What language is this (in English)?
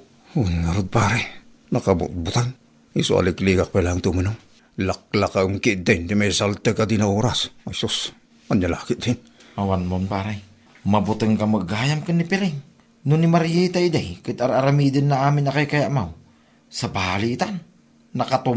Iloko